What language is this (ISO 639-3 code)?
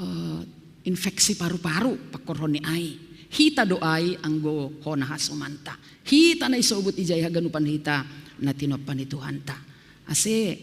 bts